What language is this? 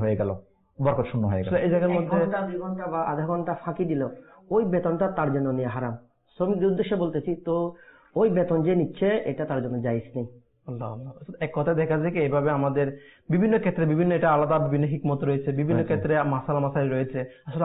Bangla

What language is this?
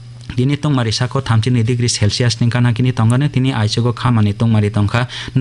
Kok Borok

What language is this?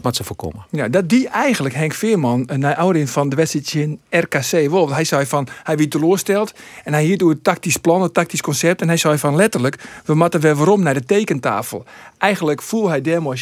Western Frisian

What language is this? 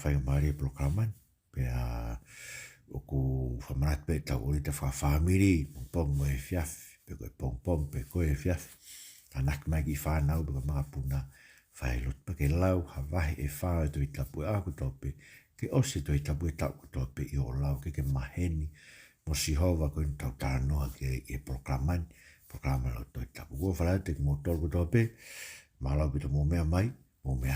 Tongan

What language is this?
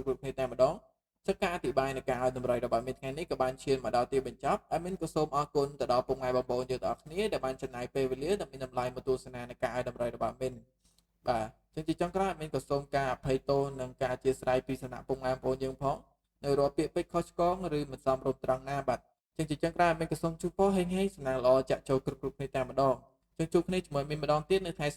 Khmer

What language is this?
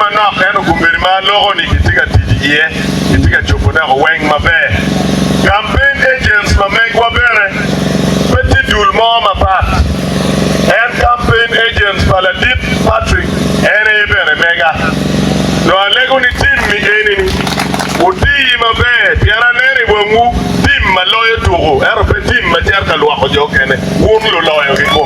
Acoli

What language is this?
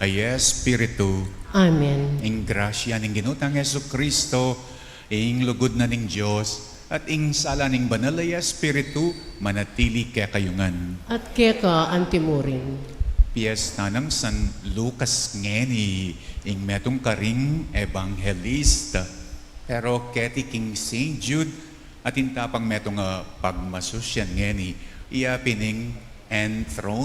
Pampanga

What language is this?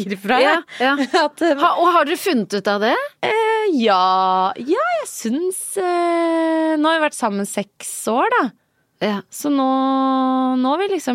Norwegian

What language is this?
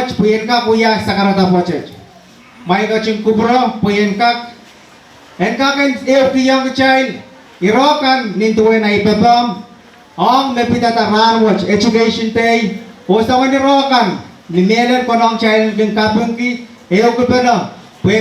Pohnpeian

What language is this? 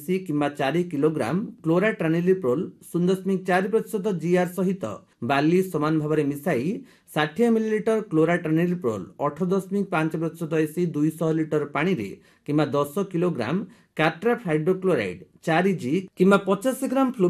Odia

